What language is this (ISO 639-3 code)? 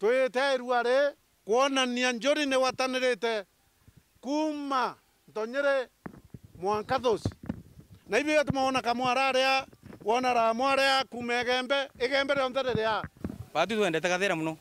mer